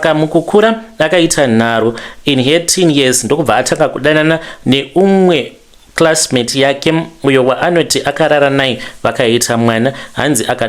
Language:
Shona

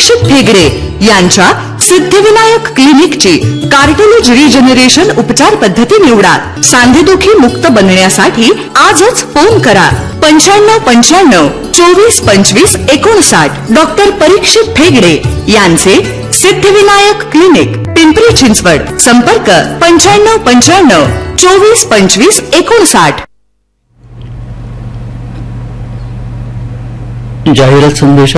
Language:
Marathi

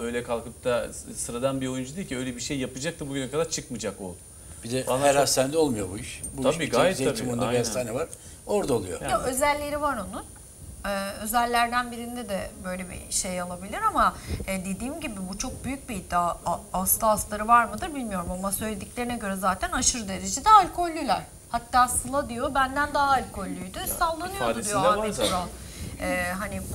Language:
Turkish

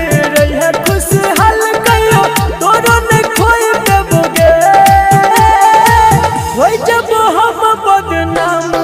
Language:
Bhojpuri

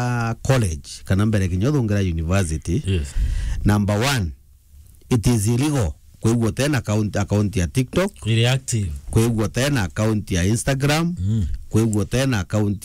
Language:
Meru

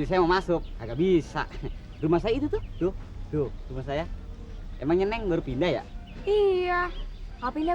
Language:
Betawi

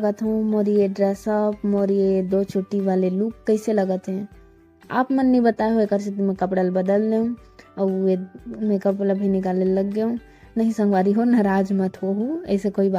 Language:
Chhattisgarhi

